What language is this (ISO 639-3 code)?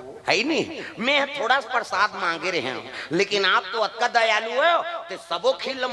hne